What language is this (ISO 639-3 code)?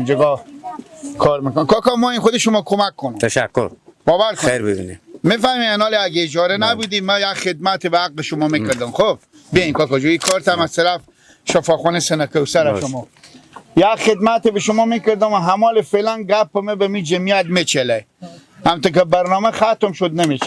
fas